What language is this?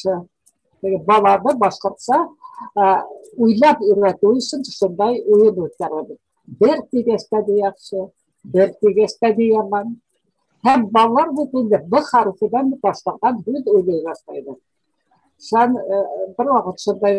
Bashkir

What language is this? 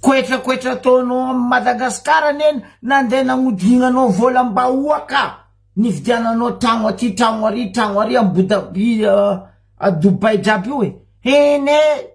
Malagasy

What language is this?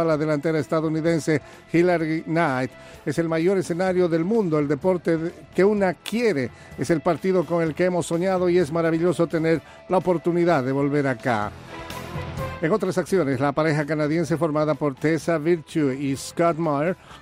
Spanish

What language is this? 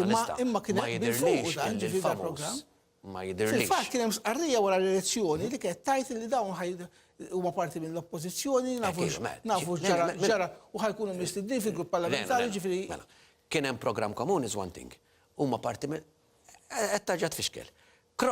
Maltese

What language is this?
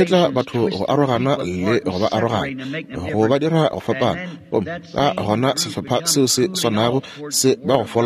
Northern Sotho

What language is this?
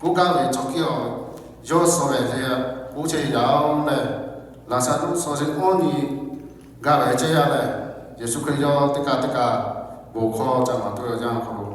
Lahu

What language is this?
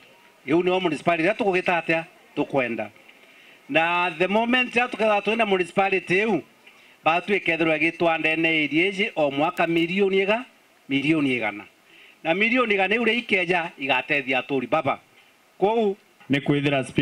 Meru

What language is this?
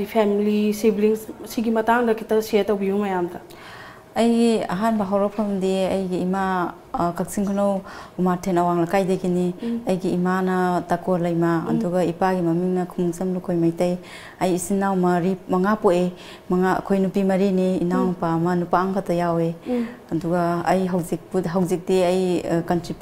Manipuri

